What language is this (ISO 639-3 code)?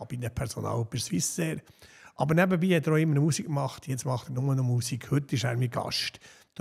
gsw